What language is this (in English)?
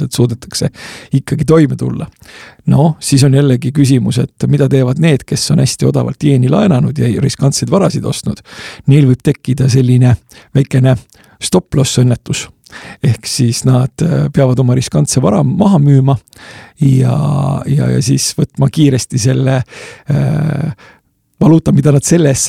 Estonian